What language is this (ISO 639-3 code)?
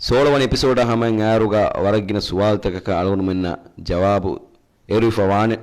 div